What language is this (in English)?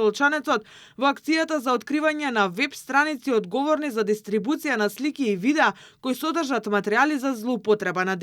Macedonian